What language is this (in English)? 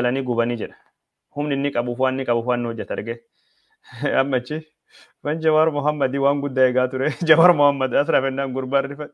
Oromo